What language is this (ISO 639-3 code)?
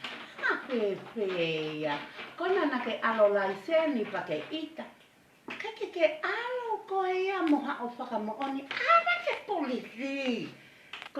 ton